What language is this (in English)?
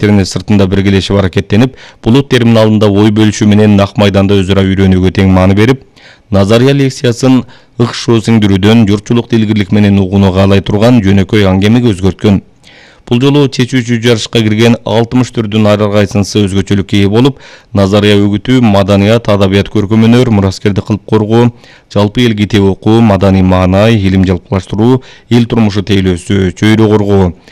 Kyrgyz